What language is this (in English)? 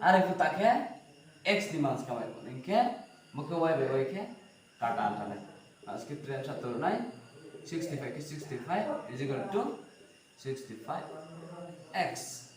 Riang (India)